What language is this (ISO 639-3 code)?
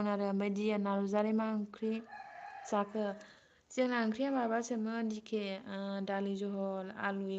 brx